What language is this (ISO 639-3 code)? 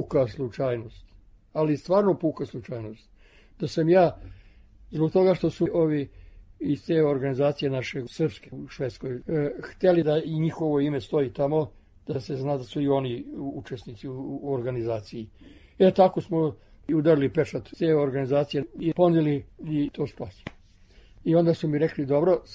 srp